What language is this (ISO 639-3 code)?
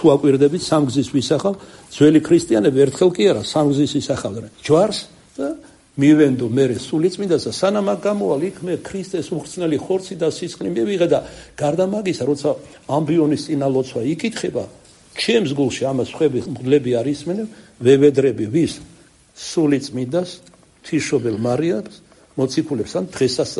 kat